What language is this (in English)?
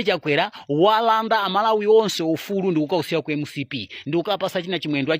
Nyanja